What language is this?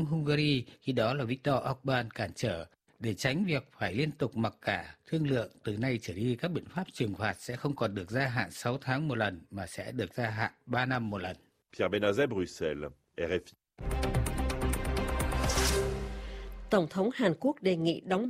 Vietnamese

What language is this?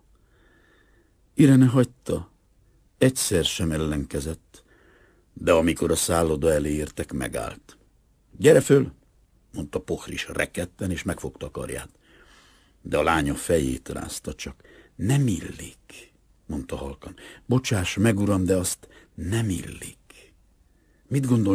Hungarian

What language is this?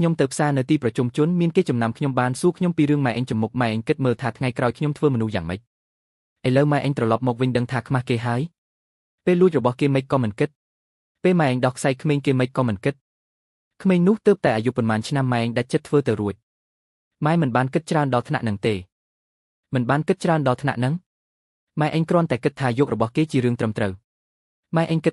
Khmer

